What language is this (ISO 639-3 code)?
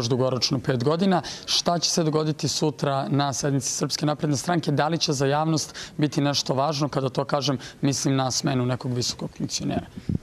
srp